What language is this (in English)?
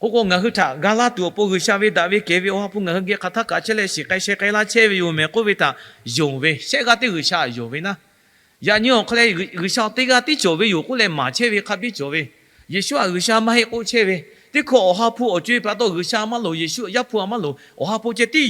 Lahu